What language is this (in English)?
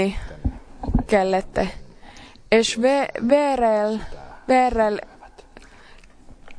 Finnish